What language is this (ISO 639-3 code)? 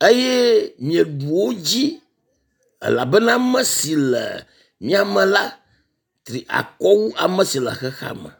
ewe